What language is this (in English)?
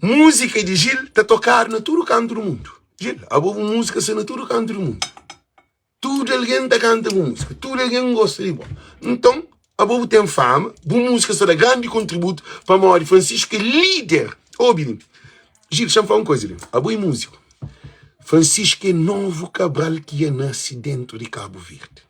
Kabuverdianu